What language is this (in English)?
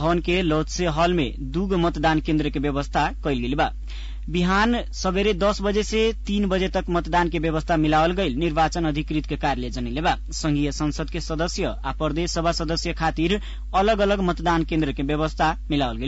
Bhojpuri